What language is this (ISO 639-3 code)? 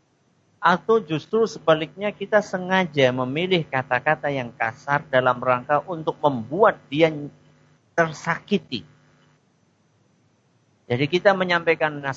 ind